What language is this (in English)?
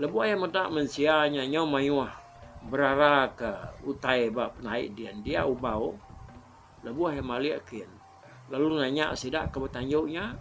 Iban